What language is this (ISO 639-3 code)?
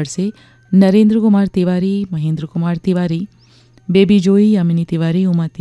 hin